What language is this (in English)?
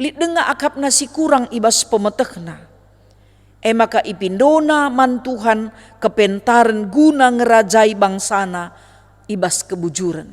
Batak Karo